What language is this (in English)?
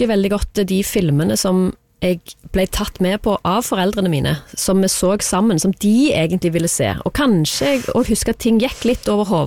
Norwegian